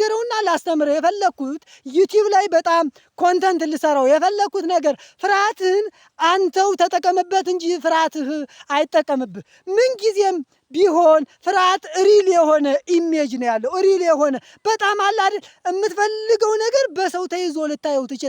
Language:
Amharic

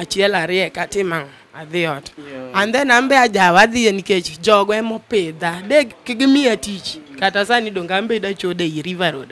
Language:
Luo (Kenya and Tanzania)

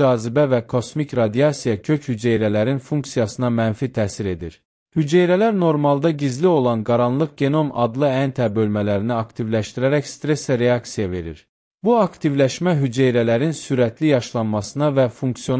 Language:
Azerbaijani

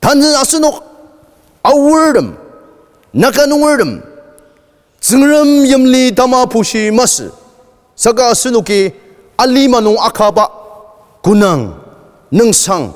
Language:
Ao Naga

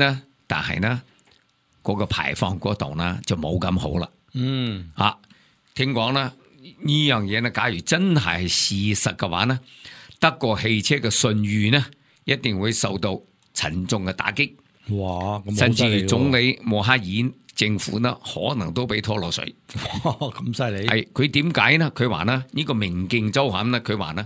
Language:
Cantonese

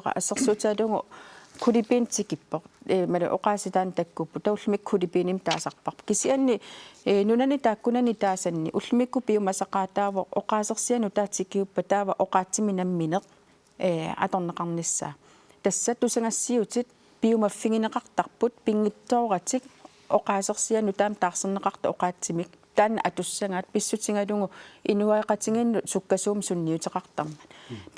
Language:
Kalaallisut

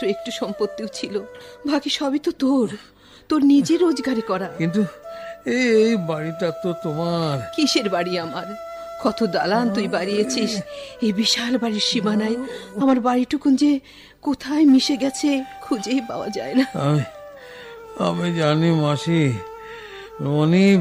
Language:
Bangla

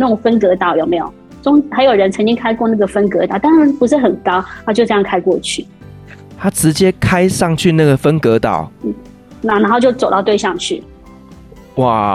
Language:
Chinese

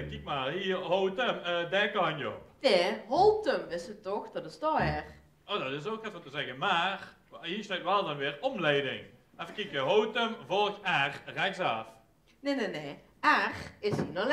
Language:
Limburgish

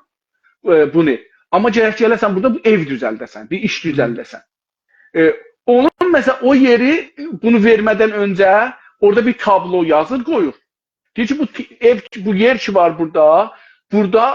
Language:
South Azerbaijani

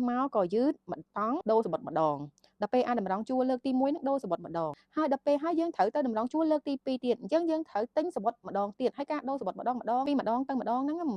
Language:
Khmer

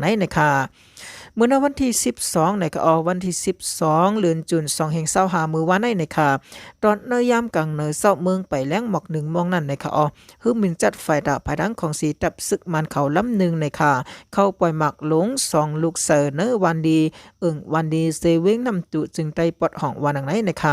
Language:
Shan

